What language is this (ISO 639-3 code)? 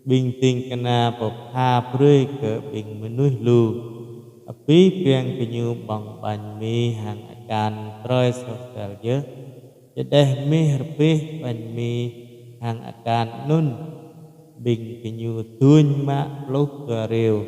jra